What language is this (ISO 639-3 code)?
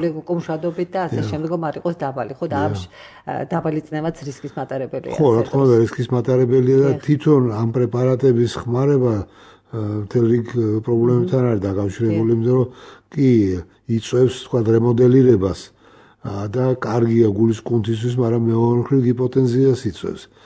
kat